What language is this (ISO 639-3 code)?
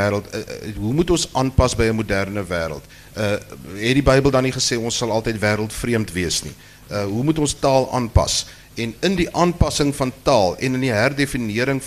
afr